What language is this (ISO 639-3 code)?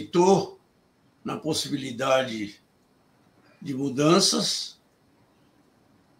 por